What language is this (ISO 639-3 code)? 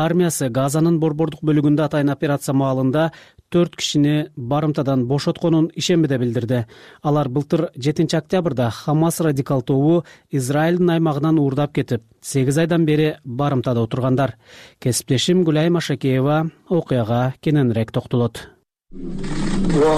kir